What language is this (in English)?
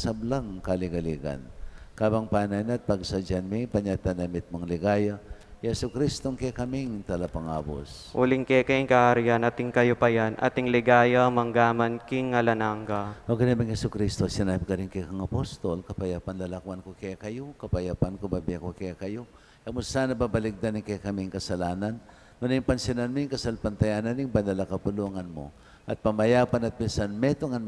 Pampanga